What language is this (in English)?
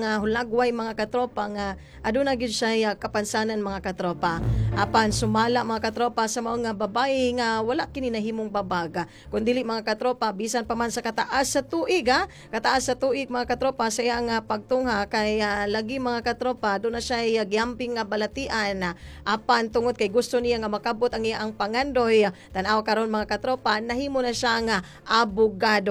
Cebuano